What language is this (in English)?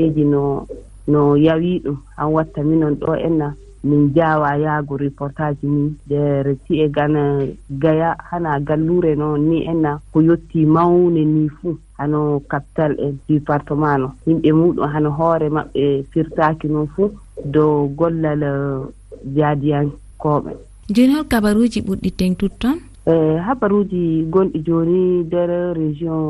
Fula